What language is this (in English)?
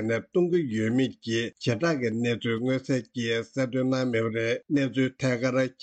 Tibetan